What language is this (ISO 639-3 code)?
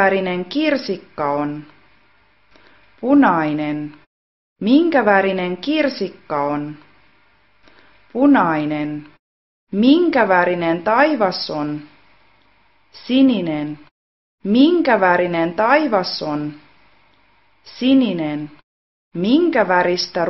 fin